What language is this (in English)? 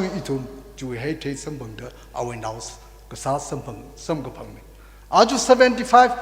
Tangkhul Naga (India)